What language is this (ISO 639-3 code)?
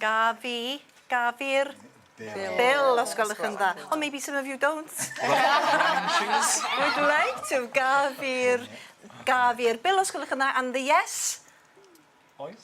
cym